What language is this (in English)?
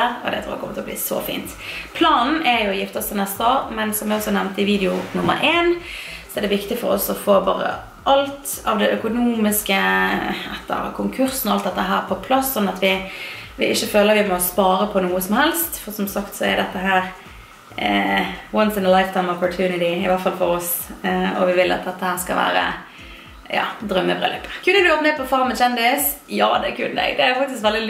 Norwegian